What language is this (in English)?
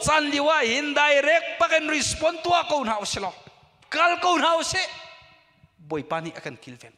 Hakha Chin